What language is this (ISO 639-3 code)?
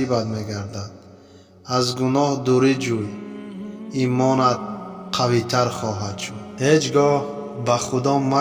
tgk